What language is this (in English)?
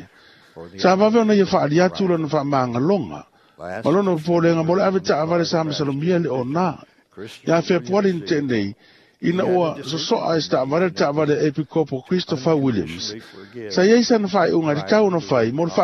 Samoan